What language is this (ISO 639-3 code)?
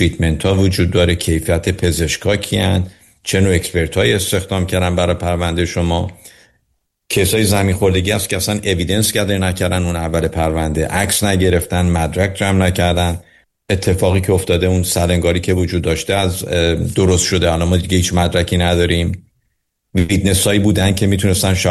fas